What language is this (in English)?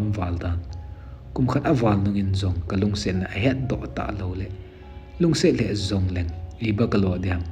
Thado Chin